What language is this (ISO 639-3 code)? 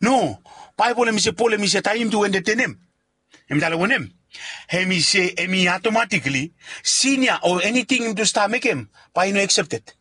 bis